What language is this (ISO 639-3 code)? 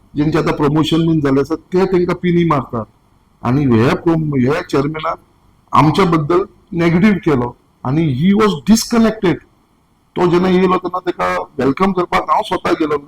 kok